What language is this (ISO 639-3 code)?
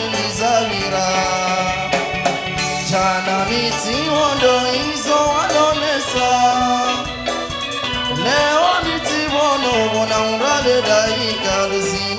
swa